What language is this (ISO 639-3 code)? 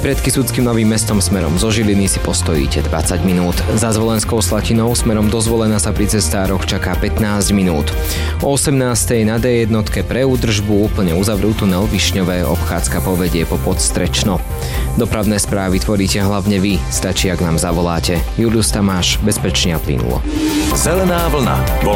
slk